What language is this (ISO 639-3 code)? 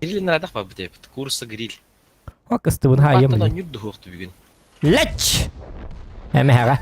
sah